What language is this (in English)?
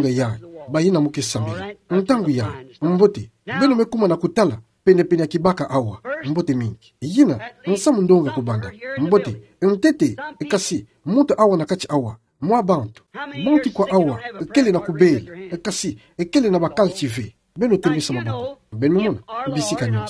Kituba (Democratic Republic of Congo)